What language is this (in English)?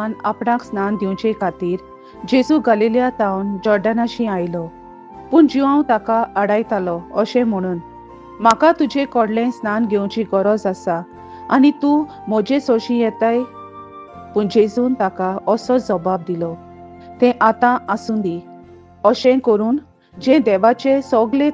Konkani